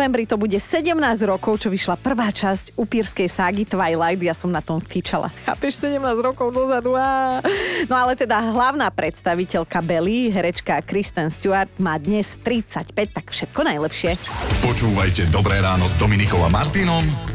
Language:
Slovak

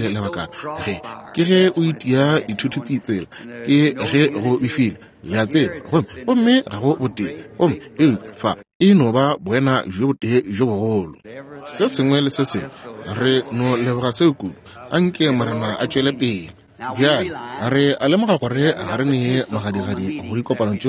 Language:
Northern Sotho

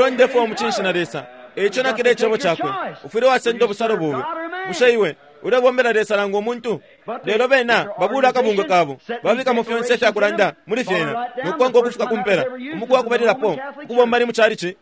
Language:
Bemba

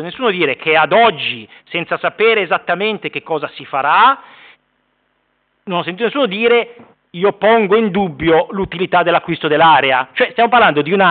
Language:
Italian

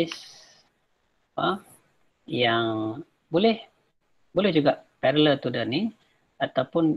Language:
Malay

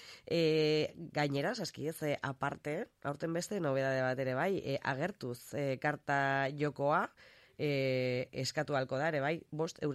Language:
Basque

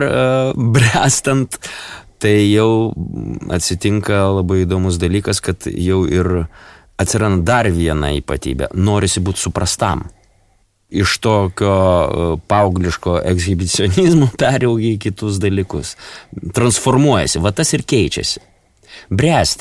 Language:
Lithuanian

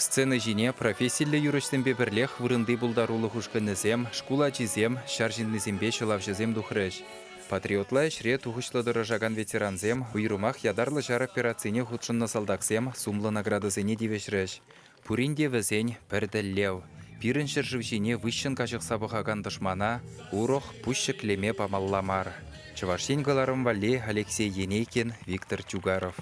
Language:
Chuvash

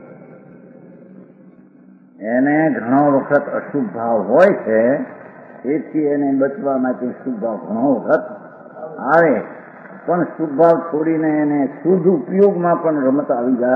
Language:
Gujarati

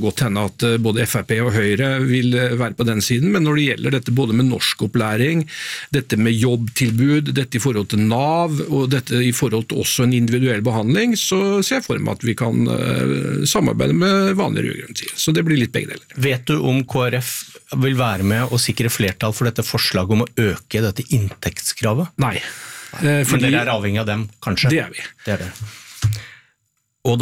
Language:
Norwegian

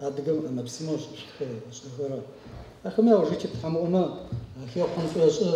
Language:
Adyghe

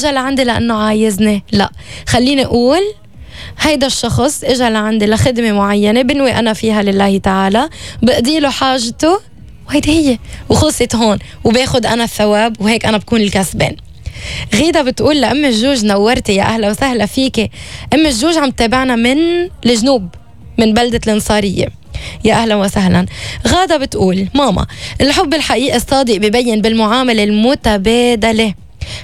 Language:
North Levantine Arabic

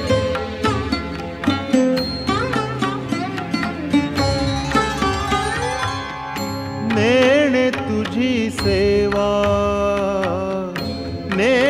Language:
Marathi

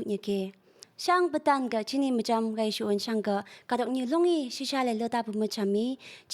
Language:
Phom Naga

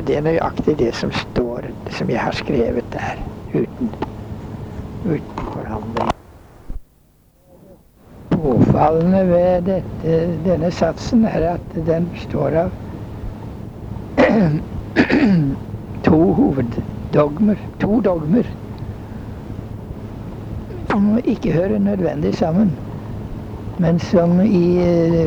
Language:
Norwegian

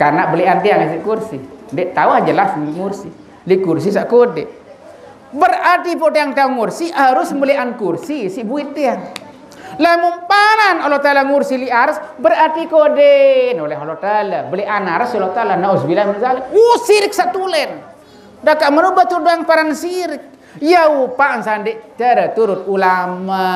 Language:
Sasak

